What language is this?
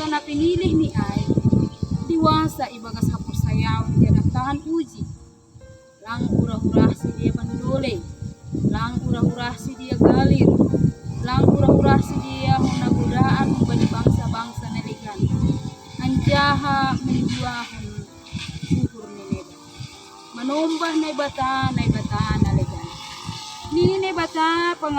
Batak Simalungun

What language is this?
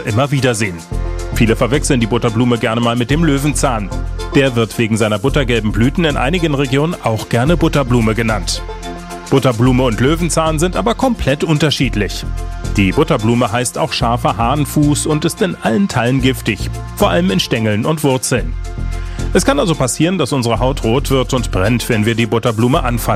German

